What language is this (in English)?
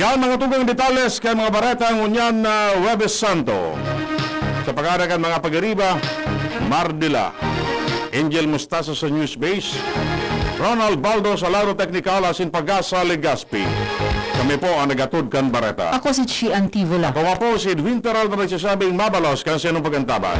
Bikol